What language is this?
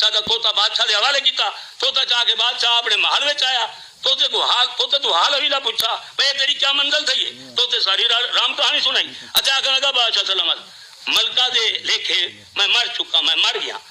Saraiki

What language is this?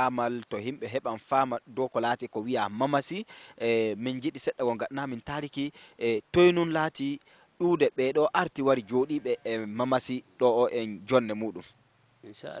Fula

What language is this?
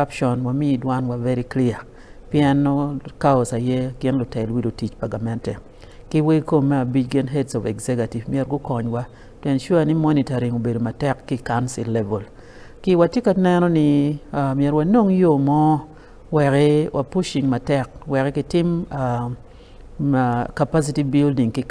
Acoli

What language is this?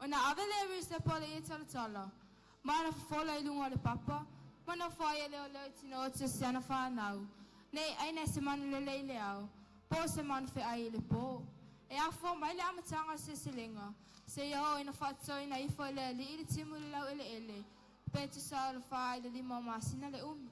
Samoan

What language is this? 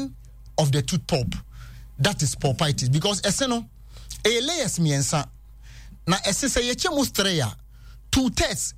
Akan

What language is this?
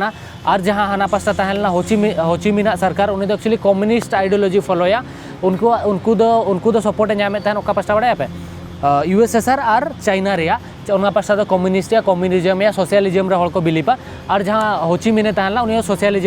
Santali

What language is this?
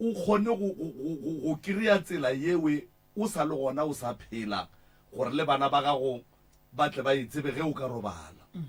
Northern Sotho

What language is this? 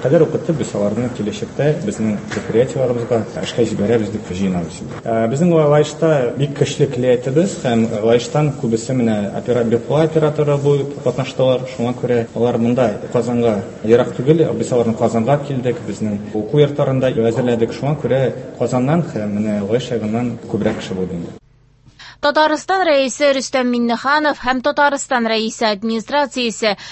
Tatar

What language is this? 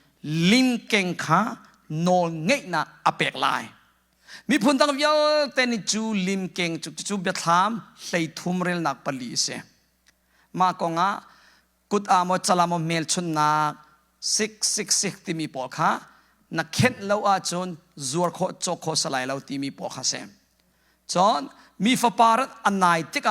Hakha Chin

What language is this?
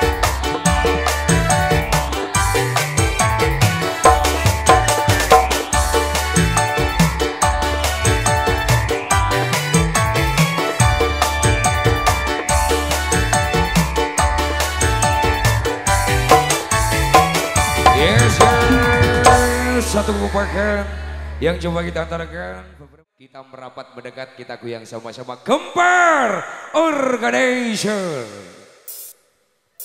Indonesian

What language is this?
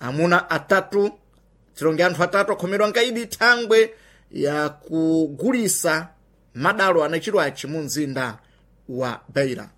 Sena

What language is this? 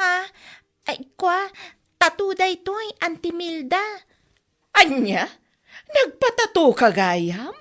Iloko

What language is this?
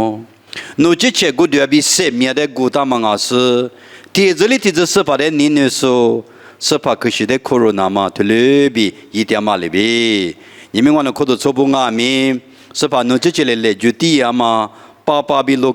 Lisu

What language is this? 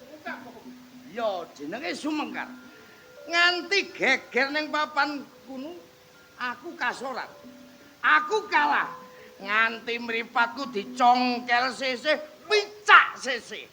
Javanese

